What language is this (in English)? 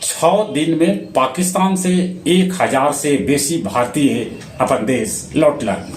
Magahi